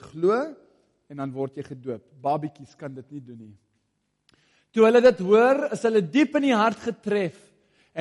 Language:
Afrikaans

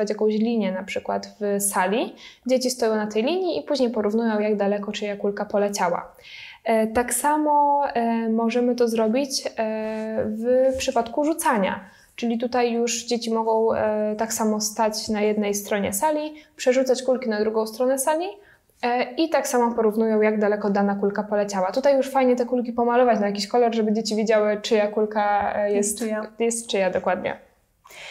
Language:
Polish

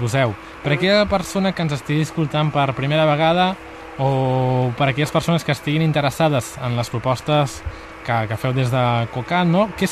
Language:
Catalan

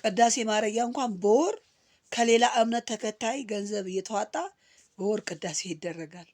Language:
Amharic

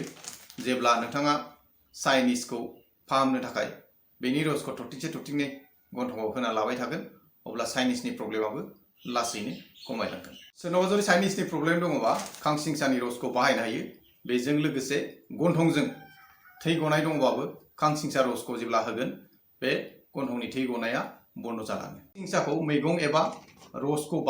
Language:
Bodo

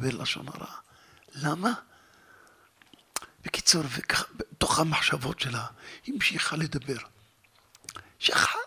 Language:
Hebrew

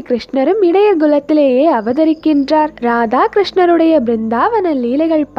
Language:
Tamil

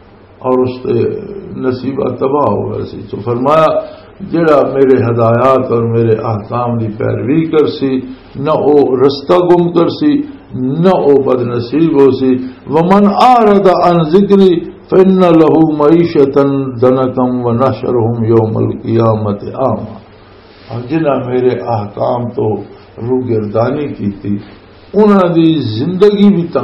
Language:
Western Panjabi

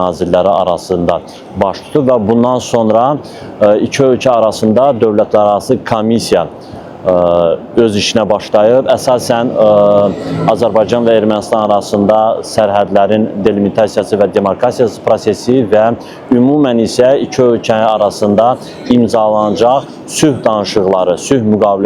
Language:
Azerbaijani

